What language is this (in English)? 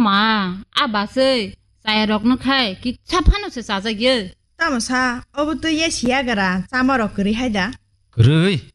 Kok Borok